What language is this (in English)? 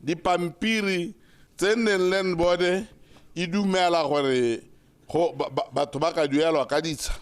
Tswana